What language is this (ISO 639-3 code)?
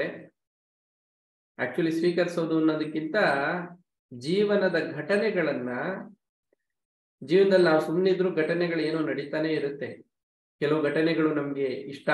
kan